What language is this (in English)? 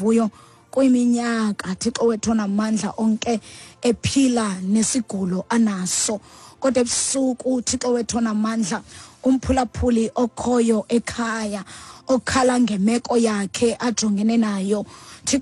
Xhosa